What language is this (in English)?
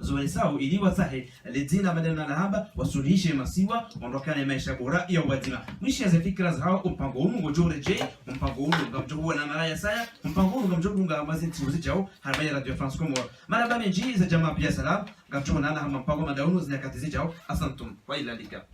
Ngazidja Comorian